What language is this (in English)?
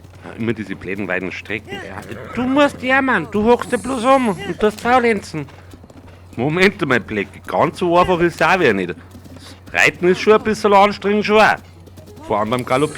Bavarian